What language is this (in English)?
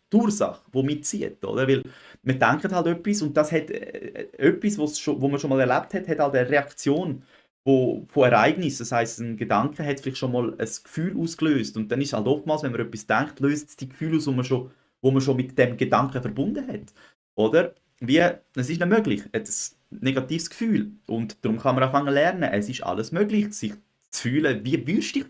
Swiss German